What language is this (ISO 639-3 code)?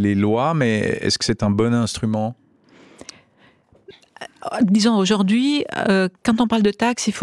fra